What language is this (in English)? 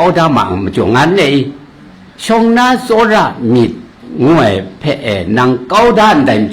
Kachin